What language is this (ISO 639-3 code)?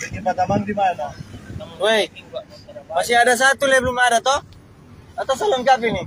xmm